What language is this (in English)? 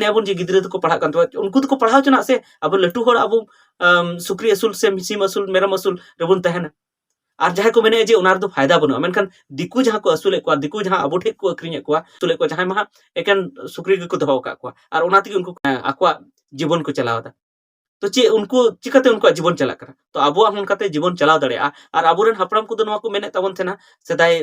Santali